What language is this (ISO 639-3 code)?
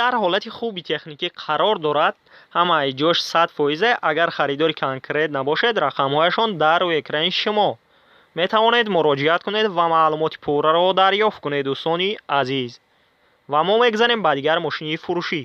tgk